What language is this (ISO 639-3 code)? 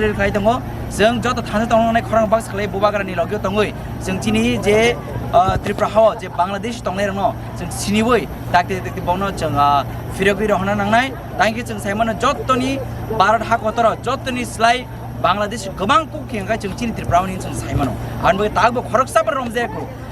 trp